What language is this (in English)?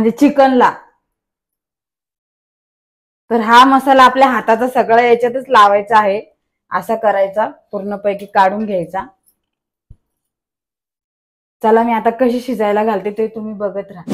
Marathi